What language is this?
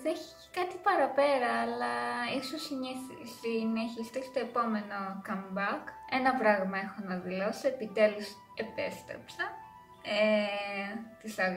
Greek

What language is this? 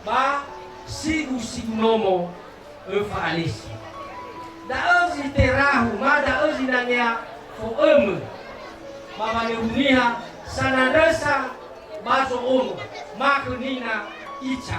Nias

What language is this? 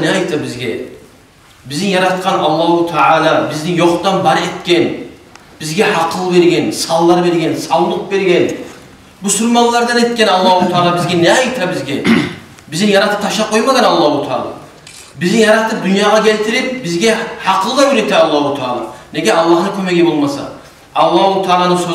Kumyk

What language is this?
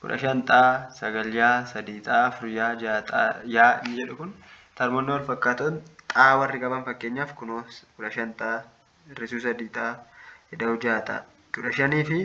Oromo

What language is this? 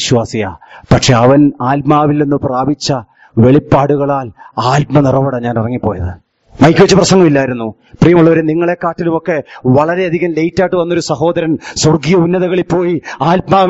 Malayalam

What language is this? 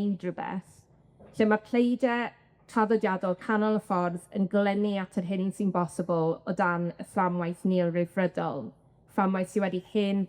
Welsh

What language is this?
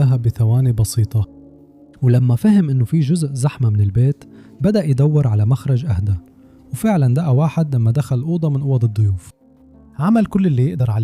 Egyptian Arabic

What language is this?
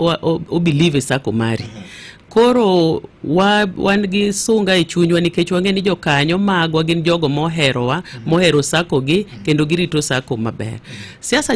Luo (Kenya and Tanzania)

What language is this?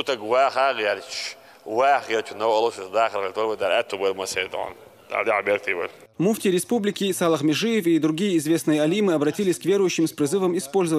Chechen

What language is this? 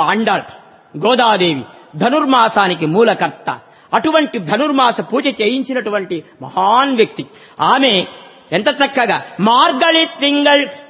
Telugu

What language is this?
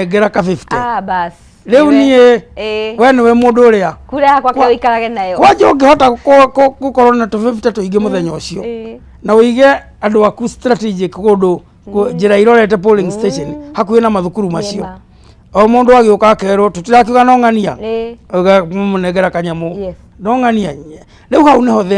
Kikuyu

